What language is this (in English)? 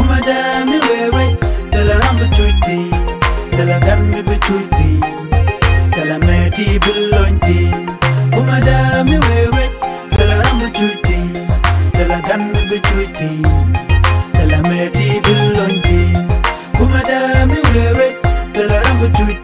Nuer